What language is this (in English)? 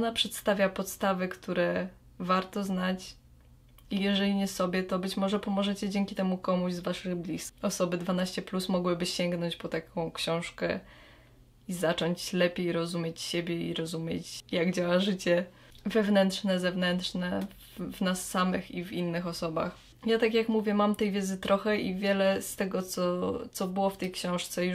Polish